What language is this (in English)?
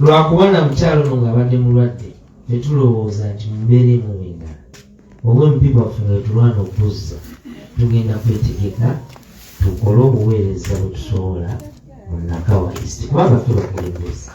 Ganda